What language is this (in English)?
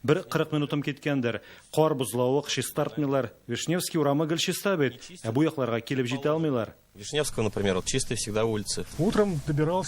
Tatar